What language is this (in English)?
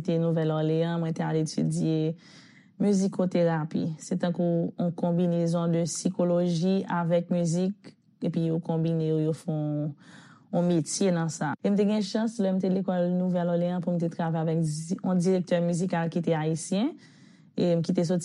Haitian Creole